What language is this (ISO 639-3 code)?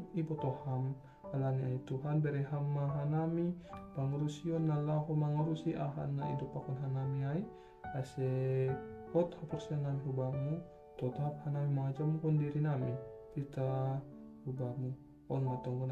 bts